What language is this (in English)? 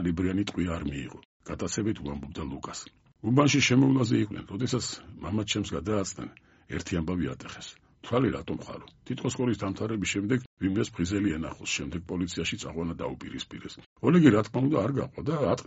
Georgian